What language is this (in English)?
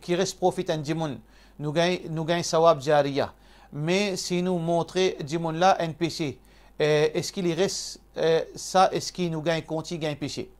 Morisyen